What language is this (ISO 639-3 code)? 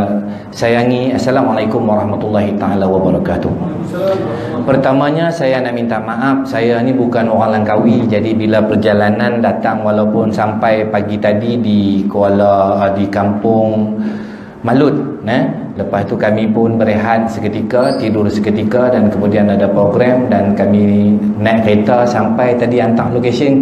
msa